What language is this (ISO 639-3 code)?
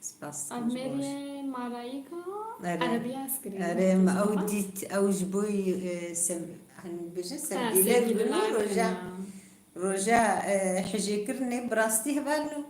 kur